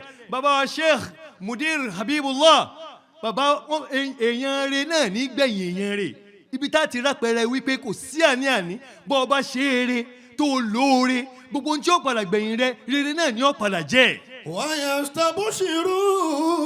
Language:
Yoruba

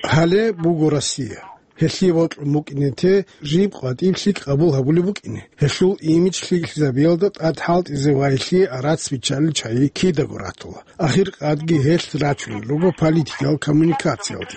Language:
Avaric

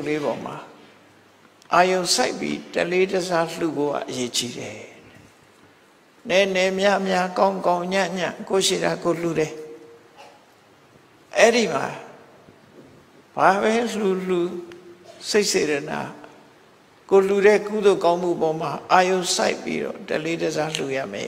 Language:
Burmese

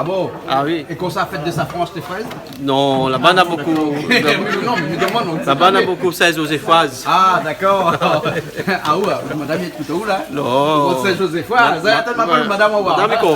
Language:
Réunion Creole French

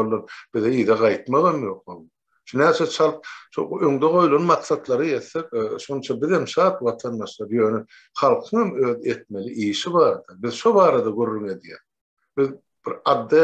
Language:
Turkmen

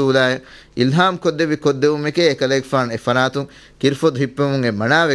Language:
Divehi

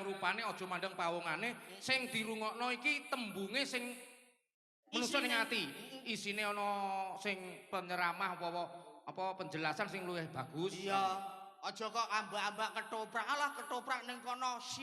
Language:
Javanese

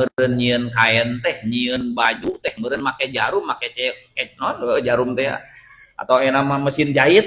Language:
Sundanese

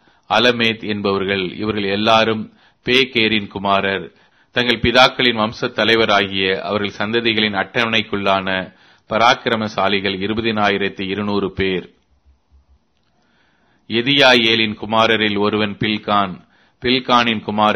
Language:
Tamil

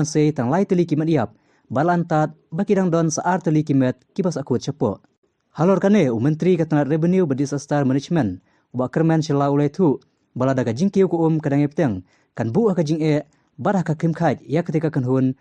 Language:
Khasi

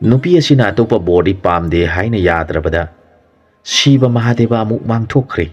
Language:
Manipuri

